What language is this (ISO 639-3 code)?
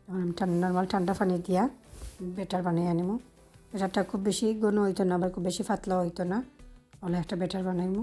syl